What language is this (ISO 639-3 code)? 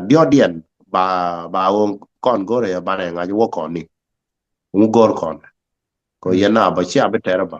nus